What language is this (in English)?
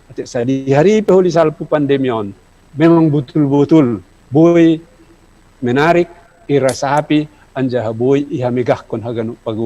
Batak Simalungun